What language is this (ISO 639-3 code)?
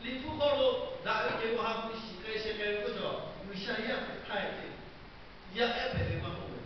lhu